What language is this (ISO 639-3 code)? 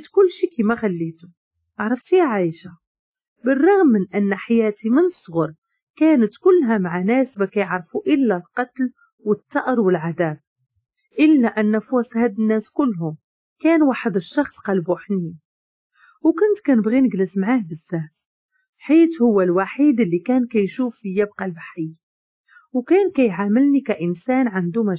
ary